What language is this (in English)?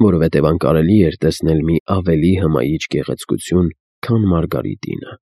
Armenian